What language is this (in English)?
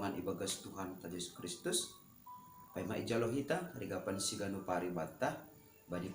Batak Simalungun